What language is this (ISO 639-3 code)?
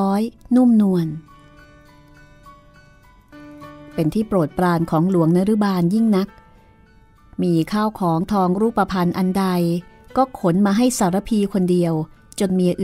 tha